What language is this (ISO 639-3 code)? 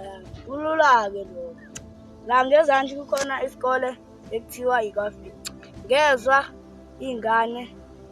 zul